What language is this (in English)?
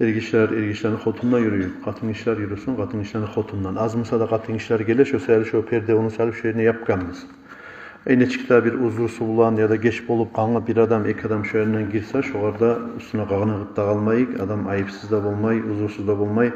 Kumyk